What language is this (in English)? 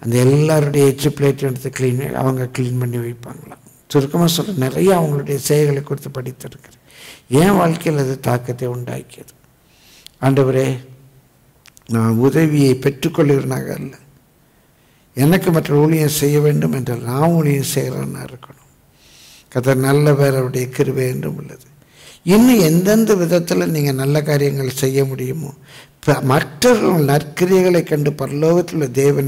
Tamil